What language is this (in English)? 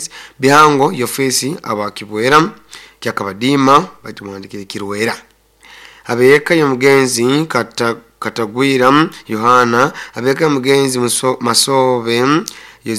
Nyoro